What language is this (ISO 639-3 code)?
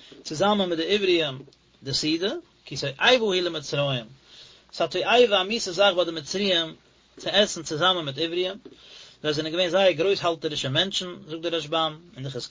yid